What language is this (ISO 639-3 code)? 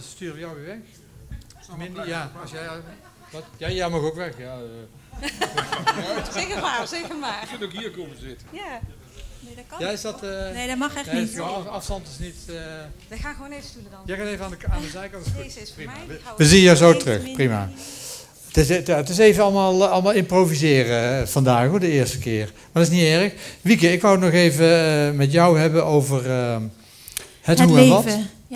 nld